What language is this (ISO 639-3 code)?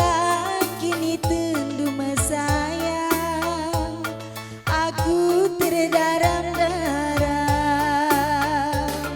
btx